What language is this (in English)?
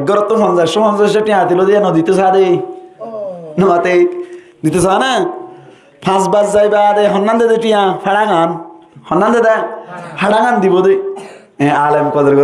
Rohingya